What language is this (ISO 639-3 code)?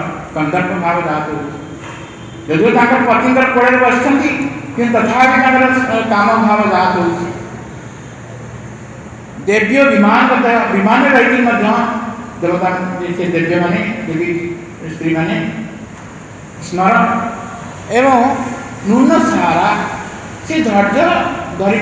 ori